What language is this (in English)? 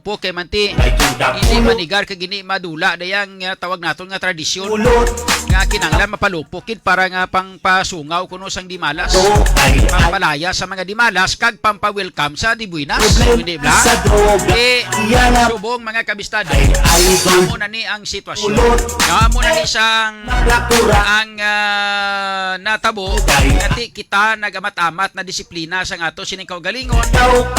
Hiligaynon